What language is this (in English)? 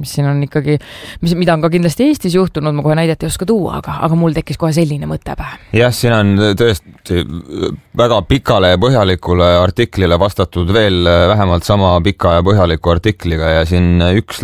Estonian